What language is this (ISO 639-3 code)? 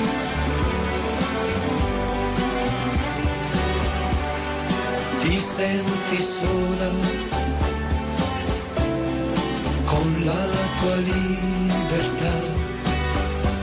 ita